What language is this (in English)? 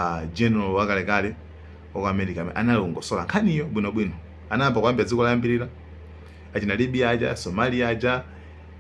Nyanja